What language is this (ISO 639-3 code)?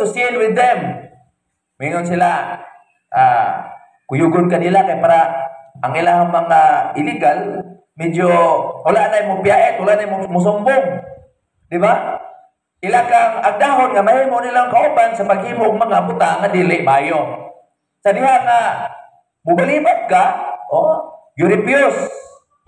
ceb